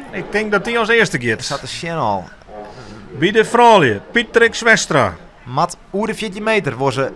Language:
Western Frisian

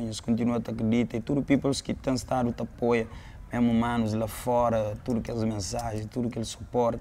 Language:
Kabuverdianu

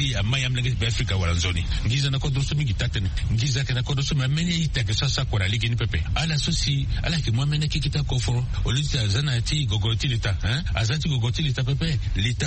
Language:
Sango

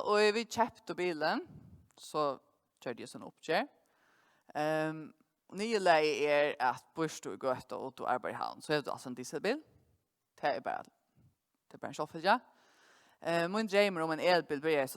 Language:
Faroese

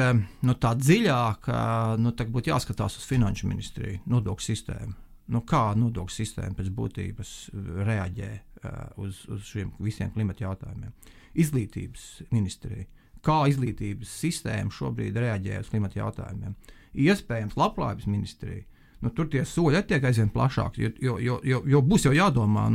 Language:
Latvian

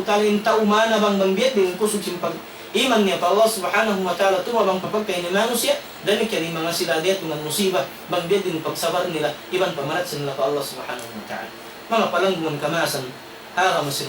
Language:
Tausug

